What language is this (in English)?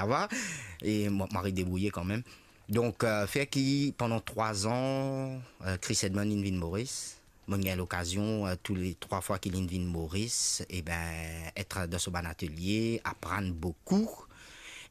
Morisyen